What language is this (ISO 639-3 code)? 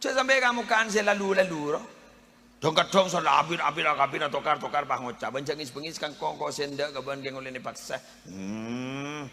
mad